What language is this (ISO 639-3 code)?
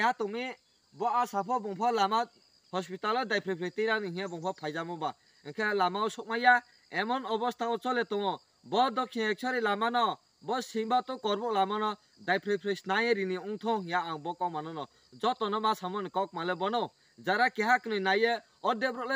trp